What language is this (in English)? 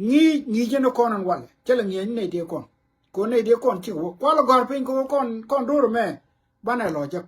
Nuer